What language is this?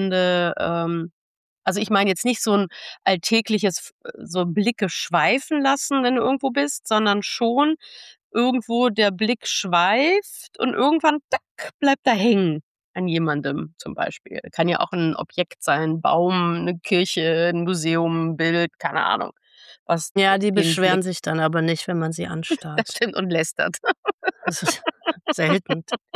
German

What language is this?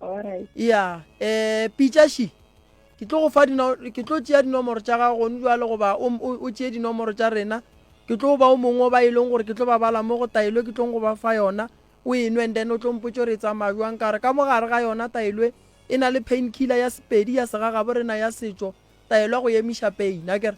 Northern Sotho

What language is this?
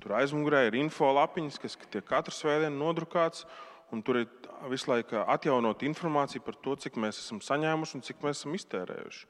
Latvian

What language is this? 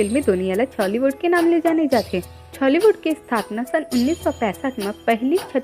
Chhattisgarhi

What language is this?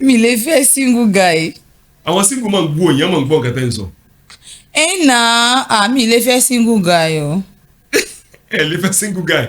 Yoruba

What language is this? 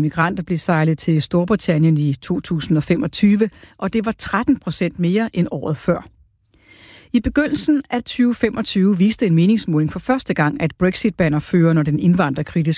Danish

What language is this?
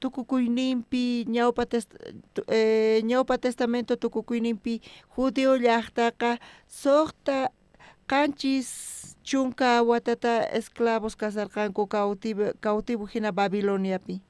South Bolivian Quechua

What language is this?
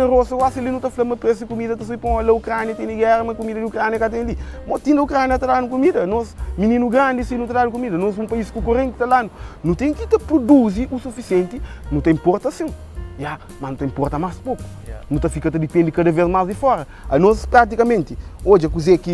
Kabuverdianu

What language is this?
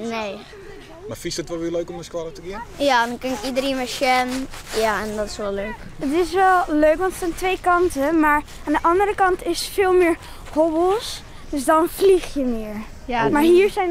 Western Frisian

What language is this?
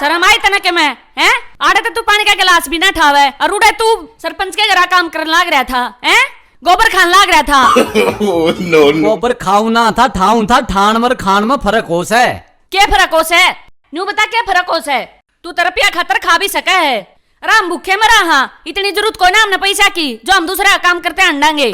Haryanvi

